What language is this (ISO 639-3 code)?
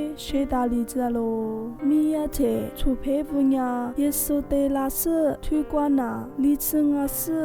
lis